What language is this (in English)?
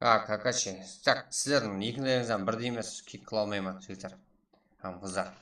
Kara-Kalpak